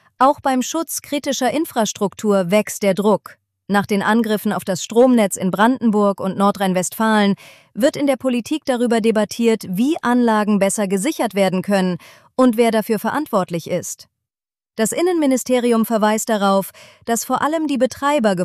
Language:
German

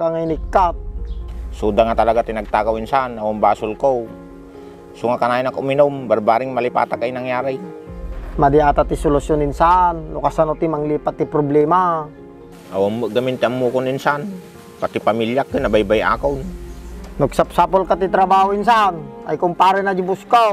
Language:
Iloko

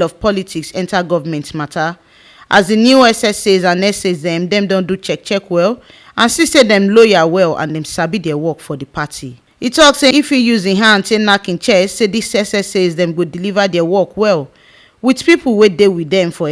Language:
Nigerian Pidgin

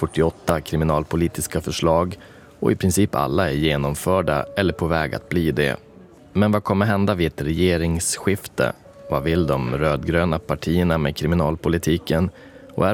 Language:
Swedish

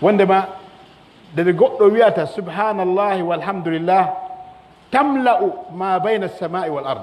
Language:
Pular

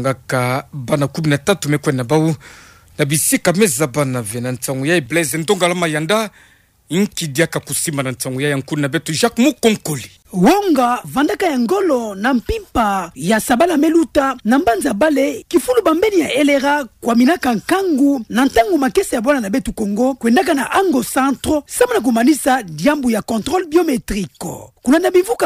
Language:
Kituba (Democratic Republic of Congo)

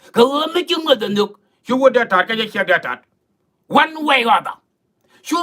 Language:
Nuer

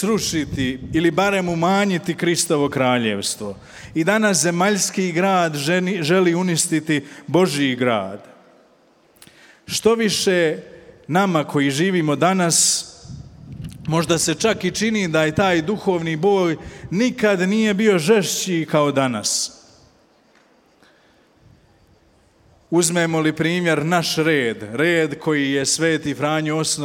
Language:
Croatian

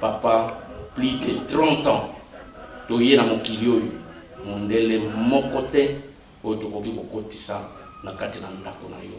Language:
Lingala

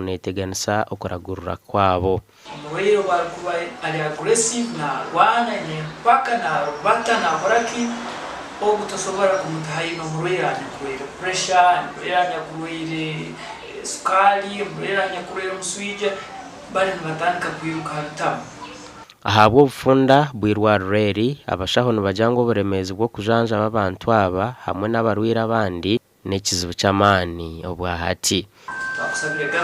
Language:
Nyankole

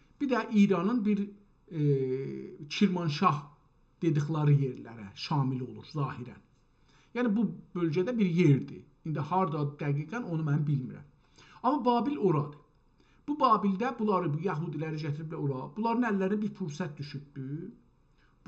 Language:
South Azerbaijani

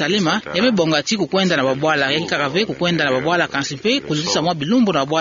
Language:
Kituba (Democratic Republic of Congo)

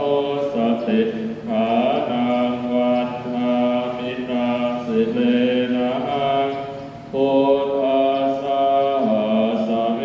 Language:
Pali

